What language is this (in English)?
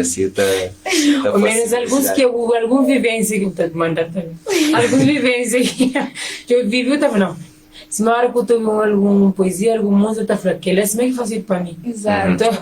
Kabuverdianu